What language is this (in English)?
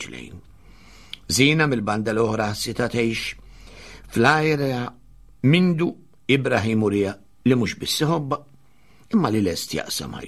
Maltese